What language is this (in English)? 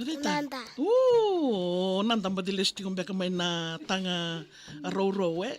Fijian